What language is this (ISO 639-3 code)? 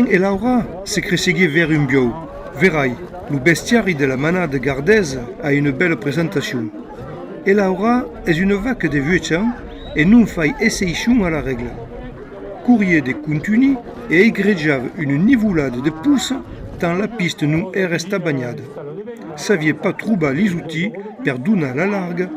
oci